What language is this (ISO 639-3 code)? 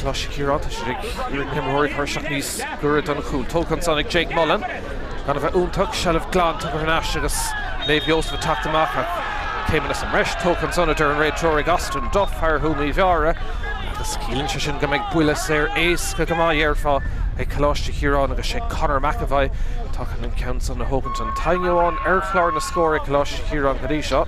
gle